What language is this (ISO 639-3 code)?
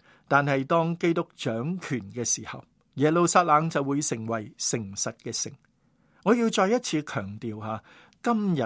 yue